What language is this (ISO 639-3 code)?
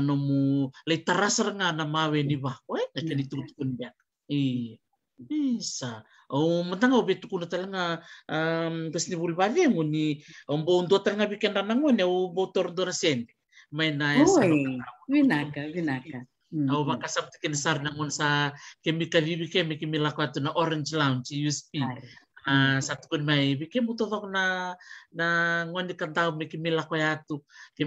fij